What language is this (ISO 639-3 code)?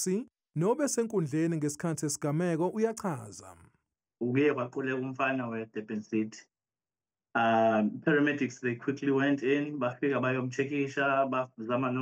zul